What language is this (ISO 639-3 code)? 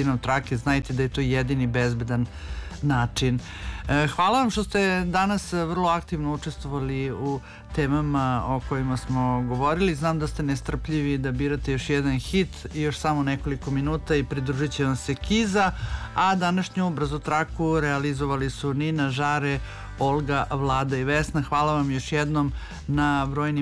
srp